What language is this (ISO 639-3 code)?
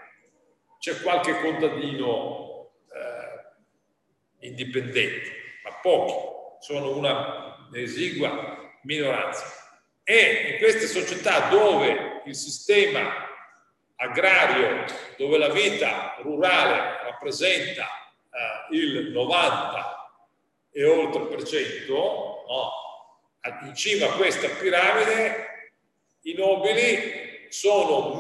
ita